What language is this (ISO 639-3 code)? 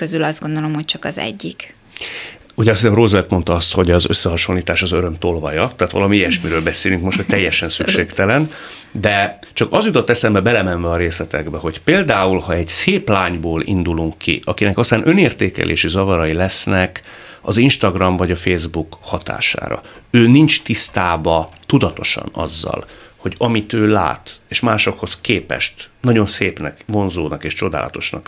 hun